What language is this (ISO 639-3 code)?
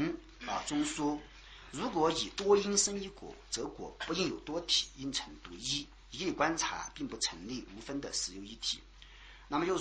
zho